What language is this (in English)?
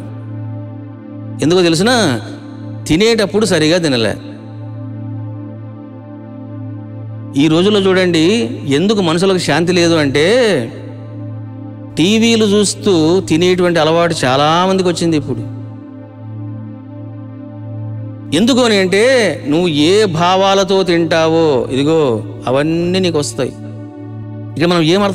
Telugu